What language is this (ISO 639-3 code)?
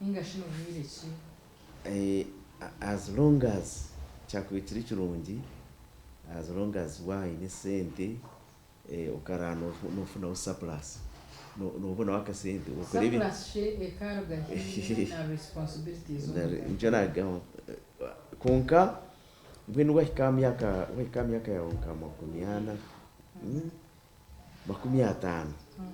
nyn